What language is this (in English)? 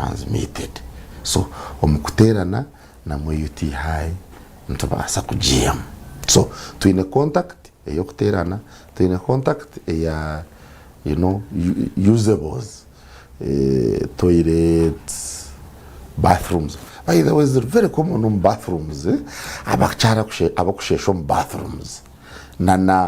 Nyankole